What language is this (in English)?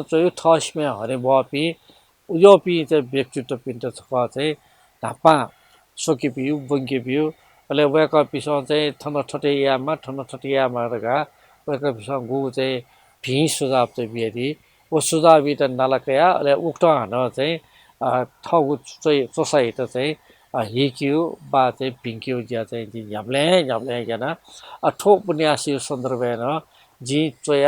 Newari